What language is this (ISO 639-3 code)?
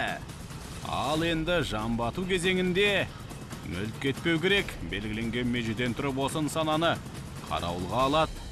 kaz